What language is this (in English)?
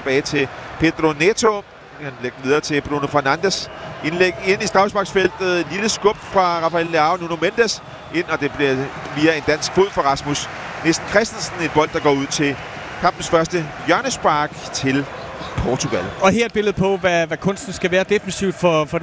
Danish